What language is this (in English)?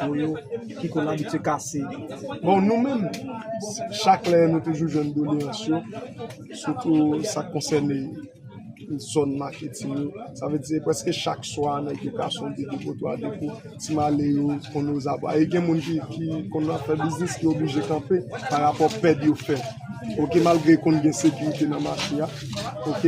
Haitian Creole